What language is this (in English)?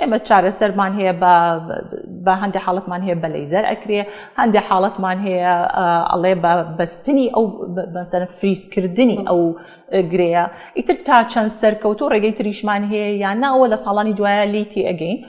Central Kurdish